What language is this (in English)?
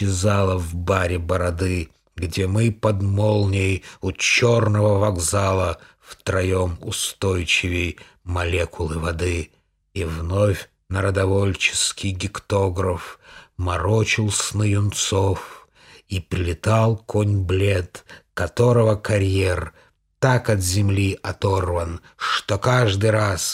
Russian